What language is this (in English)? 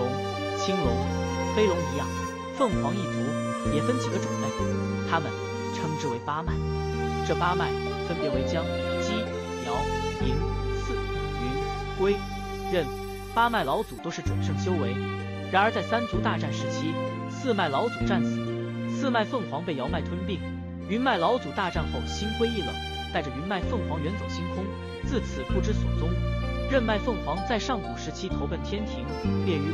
Chinese